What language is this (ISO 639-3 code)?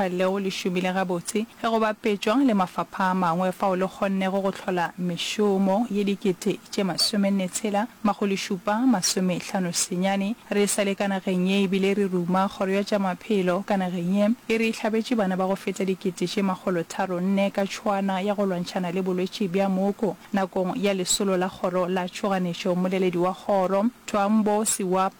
nso